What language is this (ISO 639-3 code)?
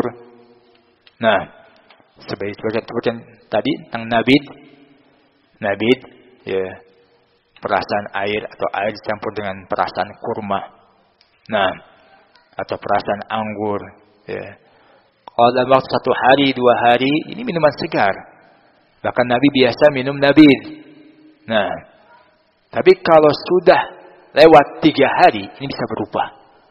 ind